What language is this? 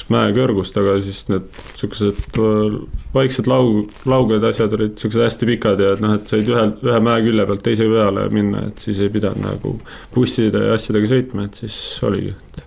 Estonian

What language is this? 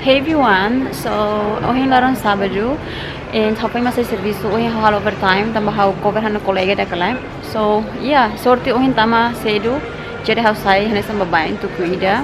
Tetum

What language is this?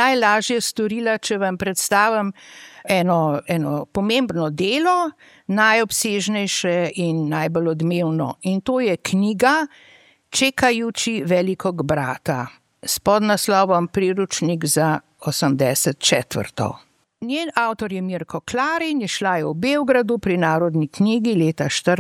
Slovenian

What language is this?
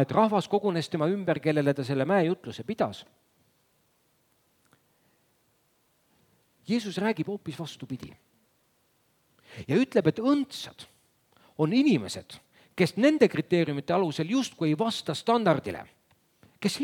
Estonian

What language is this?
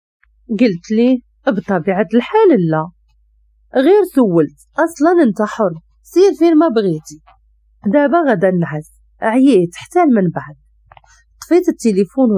Moroccan Arabic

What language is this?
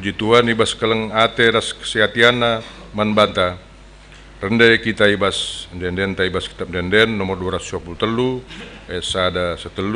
Batak Karo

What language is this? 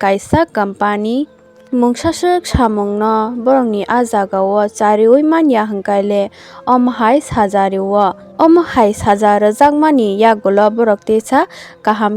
Kok Borok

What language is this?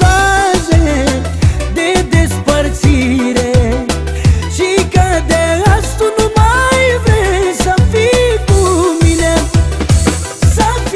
Romanian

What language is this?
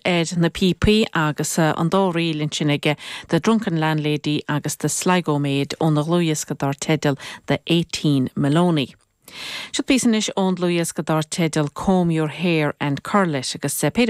Irish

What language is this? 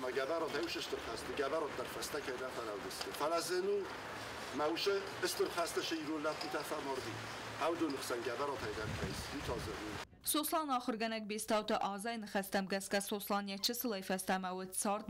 Ossetic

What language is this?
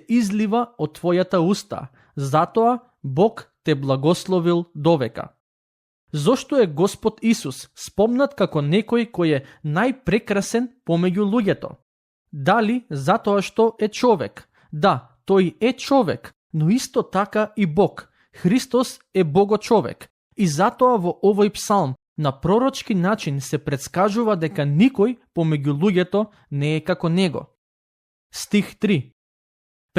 Macedonian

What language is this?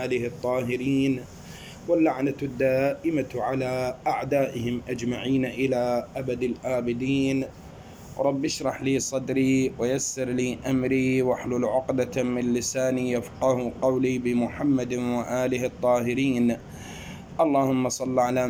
Arabic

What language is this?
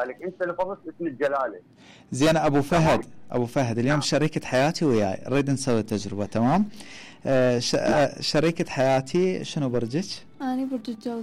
Mesopotamian Arabic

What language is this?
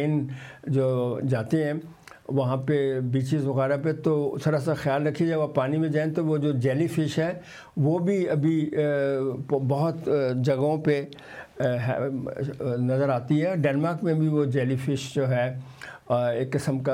Urdu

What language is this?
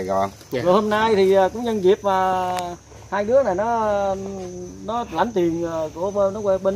Vietnamese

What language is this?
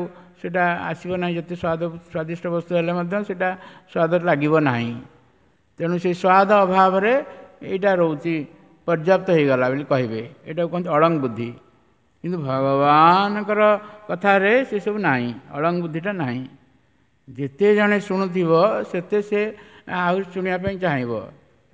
Odia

